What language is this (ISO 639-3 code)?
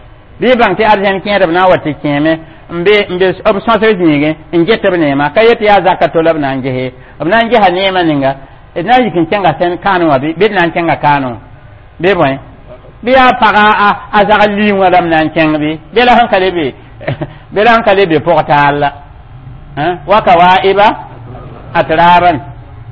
mos